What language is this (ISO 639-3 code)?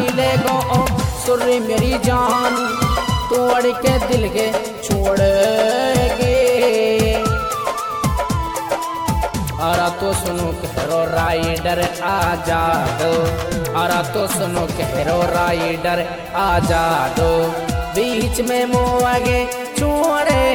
bgc